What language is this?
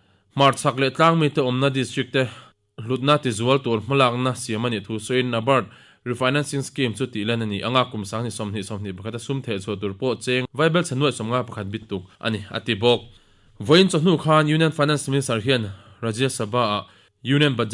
Mizo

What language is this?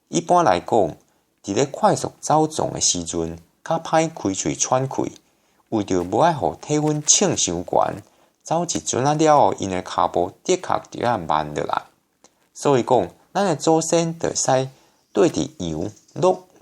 Min Nan Chinese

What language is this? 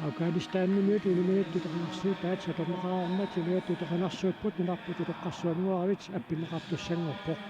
Kalaallisut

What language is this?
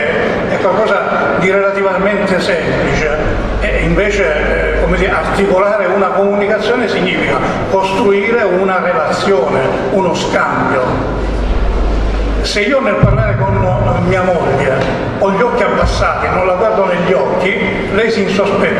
Italian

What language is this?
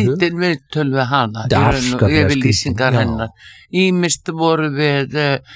Icelandic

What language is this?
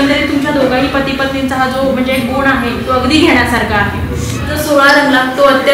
Marathi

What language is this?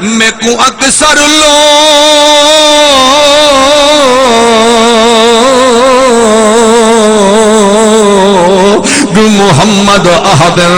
Saraiki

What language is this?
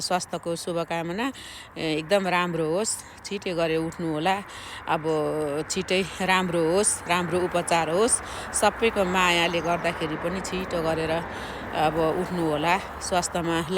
Nepali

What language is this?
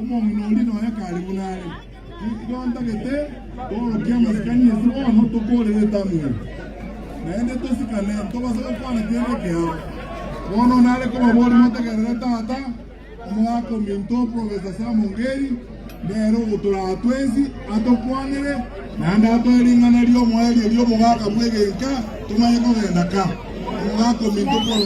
Gusii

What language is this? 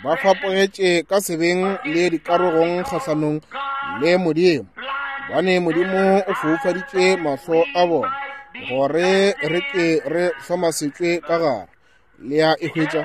Northern Sotho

